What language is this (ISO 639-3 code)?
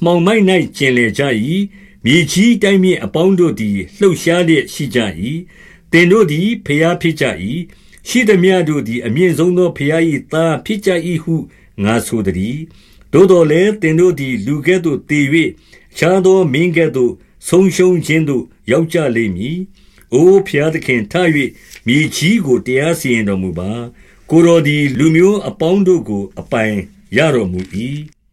mya